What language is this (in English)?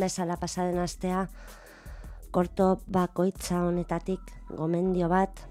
Basque